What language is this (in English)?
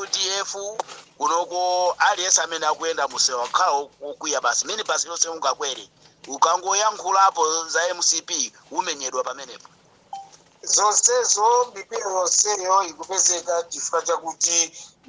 Nyanja